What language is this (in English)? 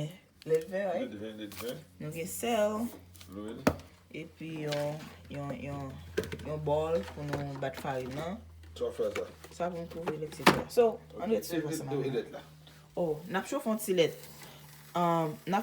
Haitian Creole